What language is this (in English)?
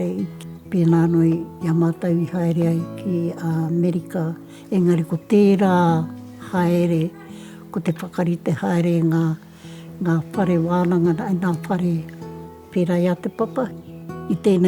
Māori